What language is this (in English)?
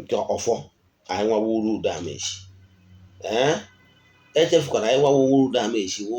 Igbo